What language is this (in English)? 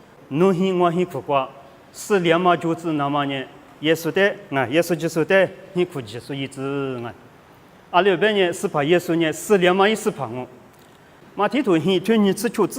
Lisu